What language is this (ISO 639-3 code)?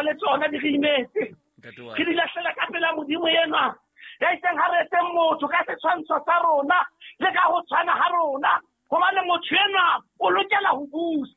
sot